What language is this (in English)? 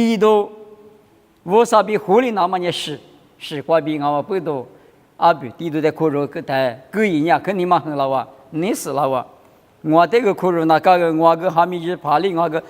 Lisu